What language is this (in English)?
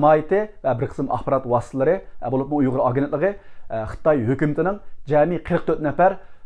Uyghur